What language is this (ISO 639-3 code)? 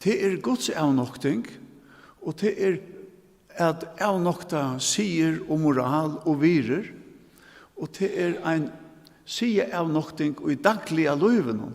fao